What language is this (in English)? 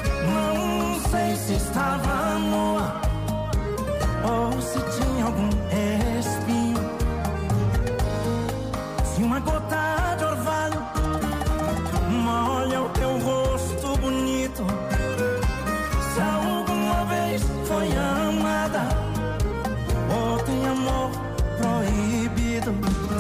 Portuguese